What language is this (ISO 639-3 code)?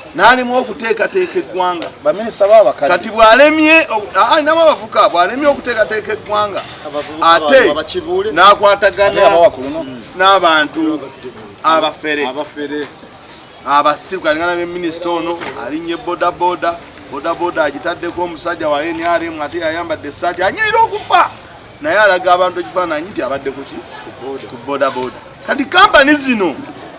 lug